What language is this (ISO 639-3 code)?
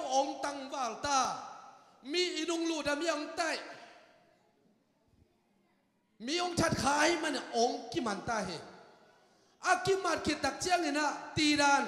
tha